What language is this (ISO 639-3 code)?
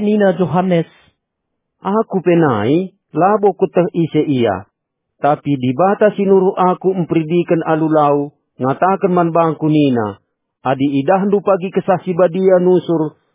btx